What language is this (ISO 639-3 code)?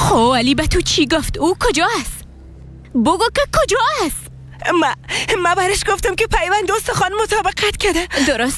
fas